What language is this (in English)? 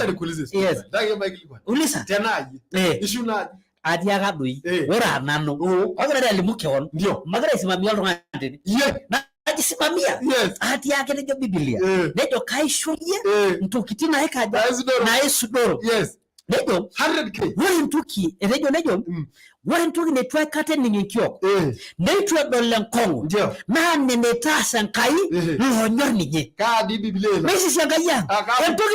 Masai